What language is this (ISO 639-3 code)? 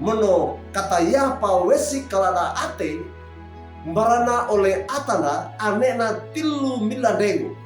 wew